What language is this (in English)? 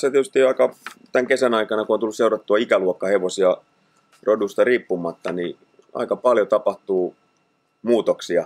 Finnish